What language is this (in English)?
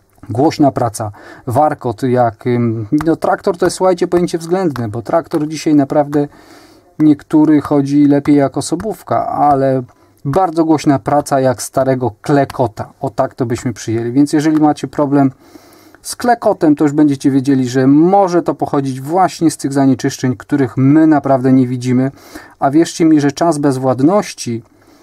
Polish